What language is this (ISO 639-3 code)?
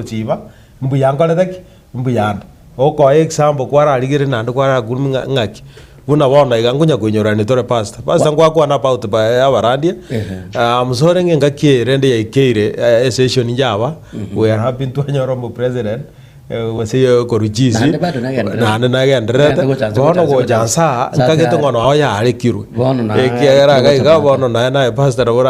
guz